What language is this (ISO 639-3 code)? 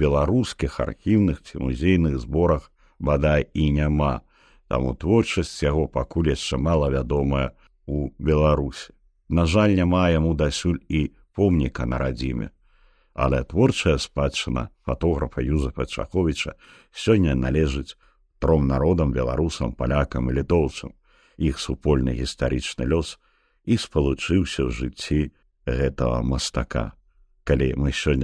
bel